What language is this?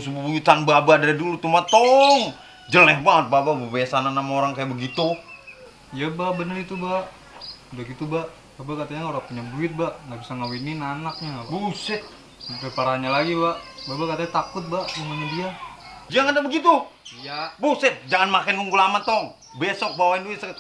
Betawi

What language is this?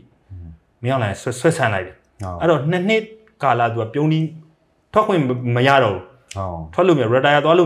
Burmese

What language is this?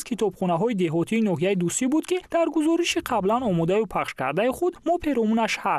Tajik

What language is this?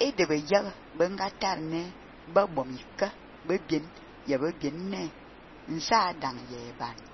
Fang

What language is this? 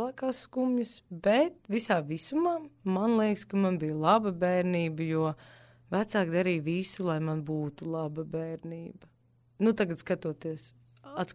Latvian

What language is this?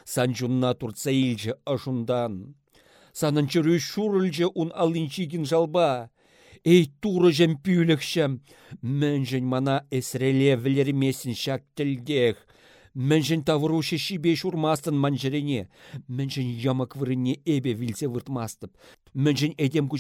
Chuvash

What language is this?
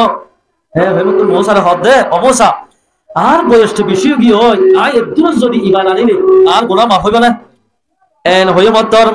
Rohingya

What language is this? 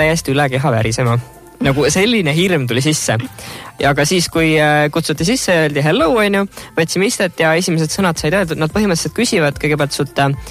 Estonian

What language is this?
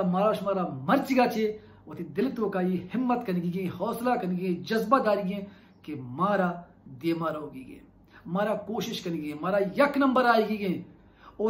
Baluchi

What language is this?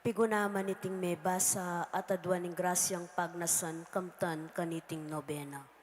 Pampanga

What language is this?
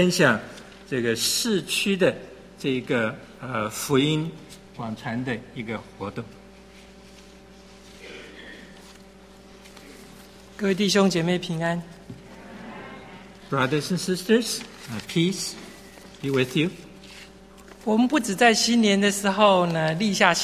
Chinese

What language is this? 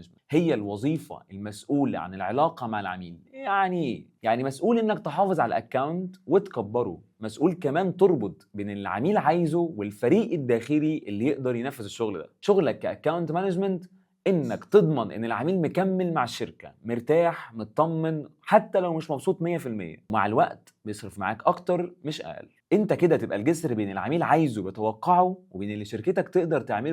Egyptian Arabic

